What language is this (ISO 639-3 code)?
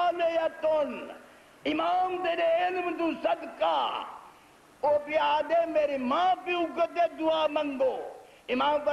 skr